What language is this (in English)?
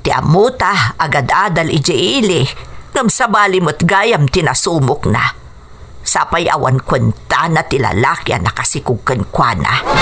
Iloko